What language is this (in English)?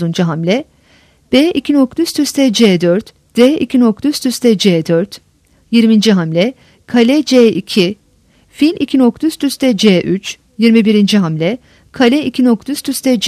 Turkish